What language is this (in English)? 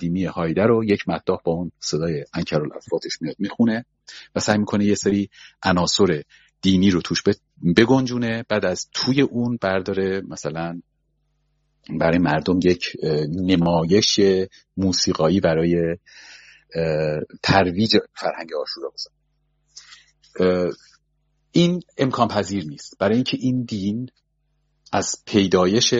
Persian